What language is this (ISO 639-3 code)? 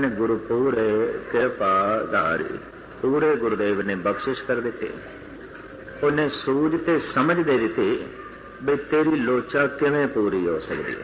pan